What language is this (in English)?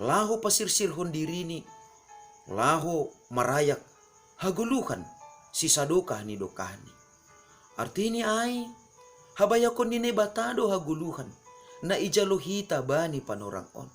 Batak Simalungun